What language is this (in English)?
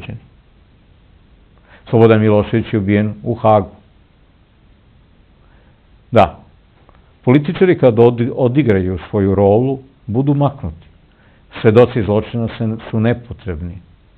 Serbian